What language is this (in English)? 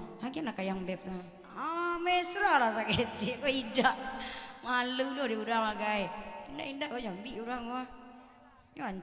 Minangkabau